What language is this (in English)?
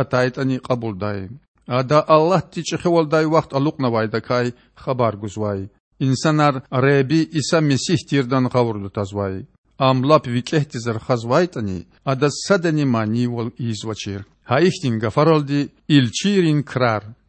Lezghian